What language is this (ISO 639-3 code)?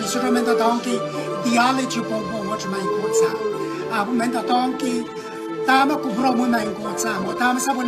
pon